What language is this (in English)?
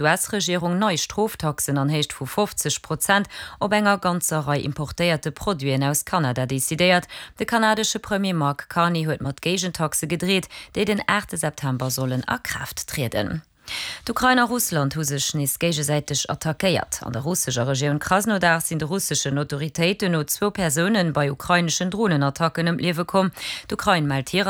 Luxembourgish